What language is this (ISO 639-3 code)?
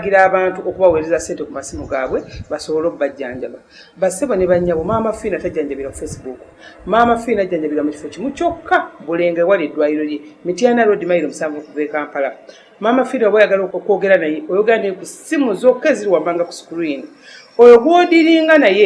lug